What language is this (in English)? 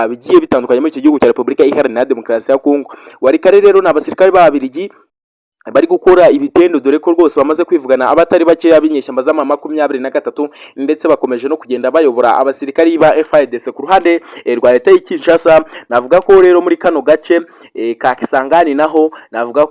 Kinyarwanda